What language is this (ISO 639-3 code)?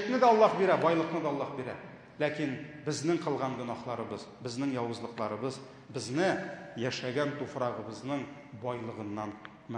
tat